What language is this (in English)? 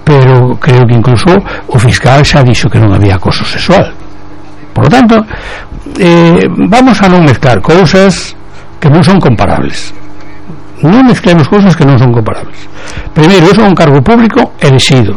Galician